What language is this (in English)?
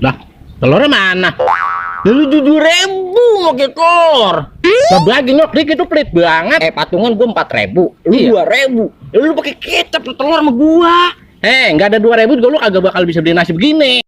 Betawi